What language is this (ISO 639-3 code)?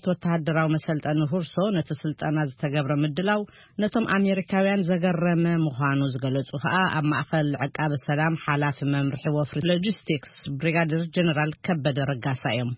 tir